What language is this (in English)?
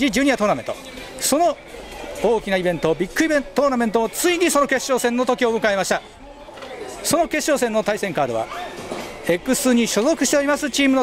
Japanese